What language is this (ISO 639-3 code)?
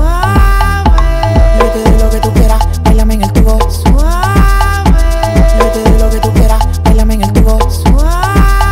spa